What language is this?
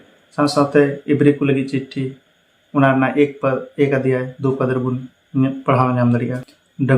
Santali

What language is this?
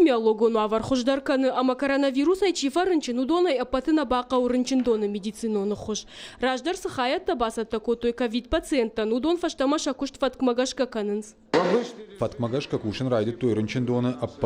Ossetic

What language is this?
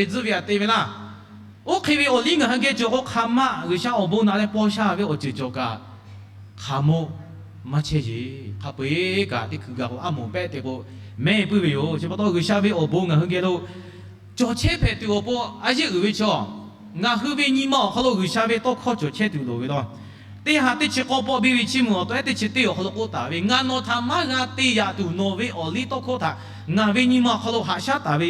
Lahu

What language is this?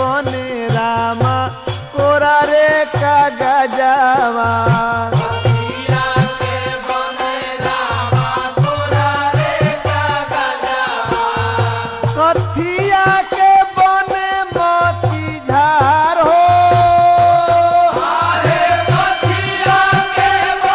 Bhojpuri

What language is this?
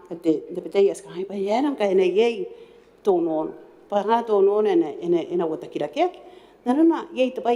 Gilbertese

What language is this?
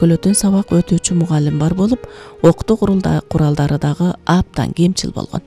Kyrgyz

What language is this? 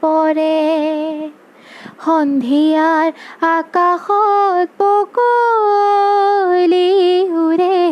Assamese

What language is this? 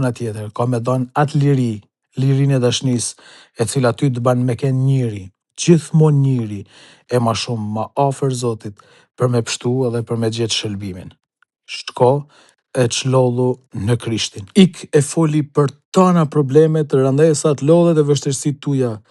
Albanian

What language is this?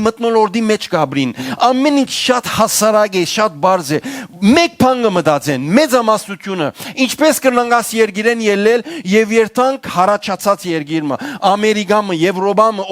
Western Armenian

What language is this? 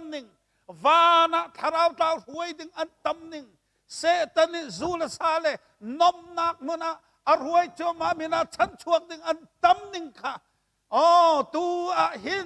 Hakha Chin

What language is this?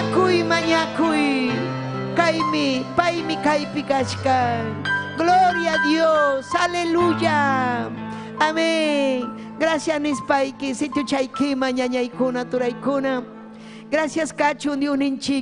Ayacucho Quechua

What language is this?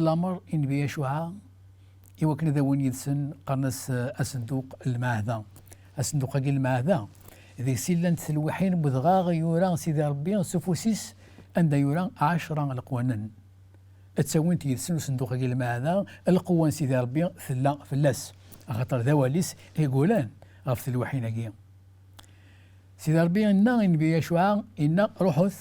Kabyle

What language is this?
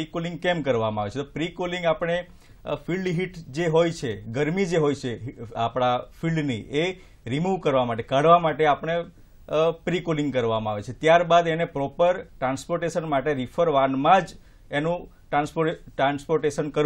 Gujarati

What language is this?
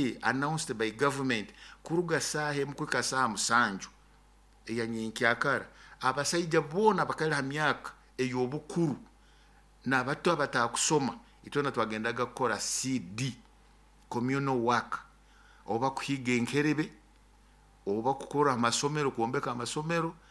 Nyoro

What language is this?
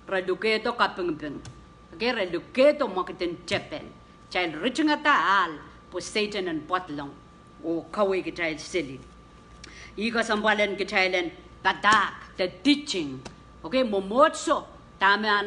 Pohnpeian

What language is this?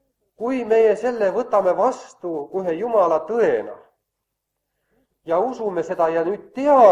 Estonian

